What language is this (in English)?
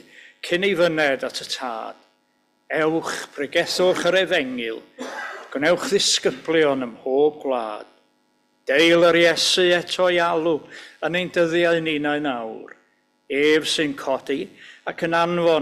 Welsh